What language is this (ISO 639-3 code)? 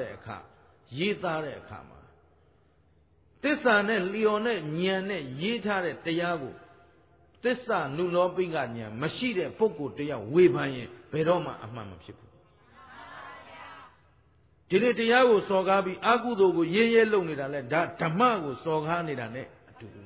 mya